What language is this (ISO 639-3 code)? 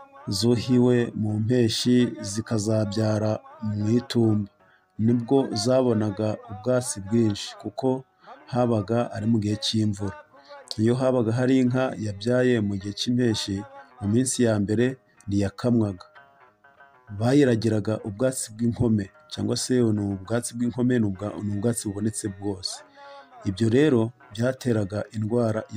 kin